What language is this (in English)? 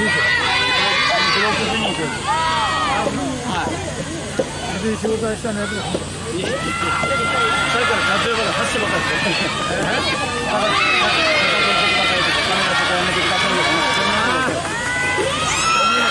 Japanese